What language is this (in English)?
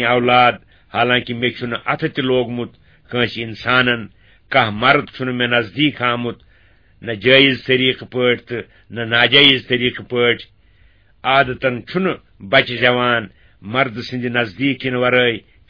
Kashmiri